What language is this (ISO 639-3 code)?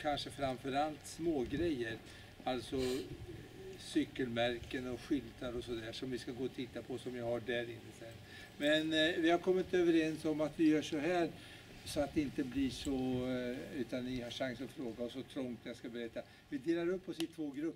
swe